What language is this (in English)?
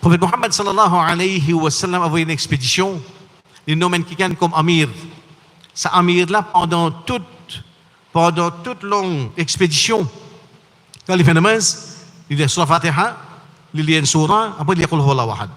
Morisyen